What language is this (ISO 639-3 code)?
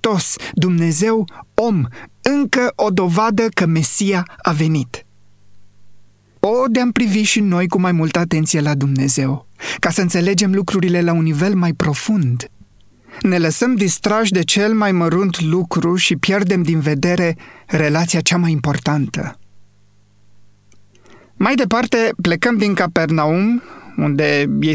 ron